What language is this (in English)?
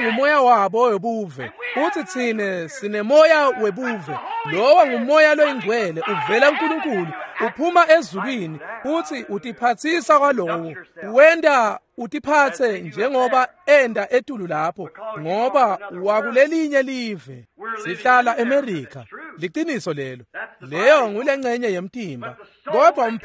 Swati